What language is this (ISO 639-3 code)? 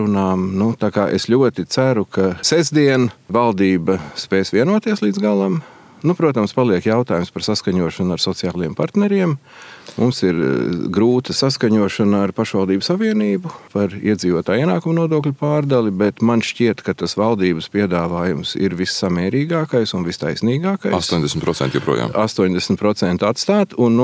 lav